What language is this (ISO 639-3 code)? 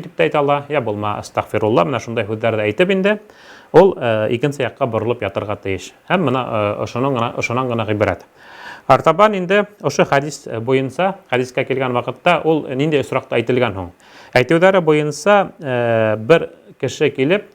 bak